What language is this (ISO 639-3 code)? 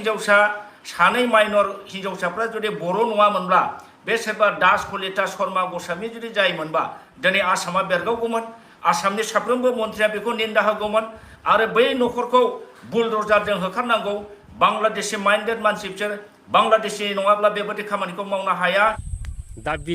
brx